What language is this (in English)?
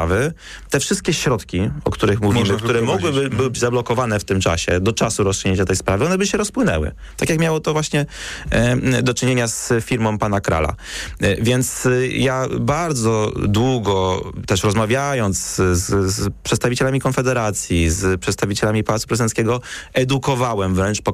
Polish